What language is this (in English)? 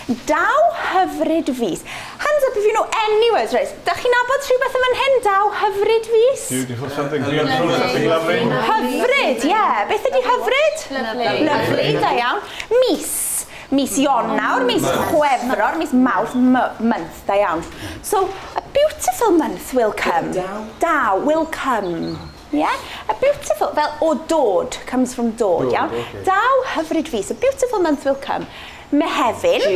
Welsh